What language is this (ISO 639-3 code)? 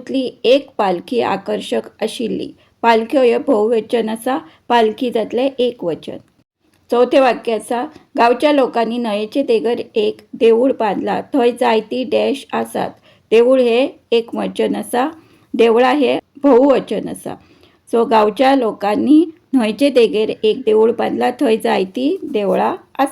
kok